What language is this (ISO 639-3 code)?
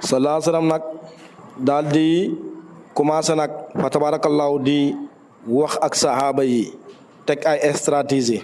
wol